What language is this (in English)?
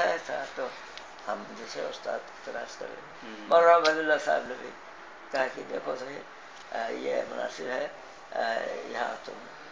Urdu